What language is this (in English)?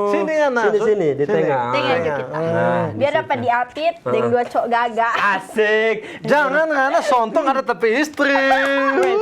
Manado Malay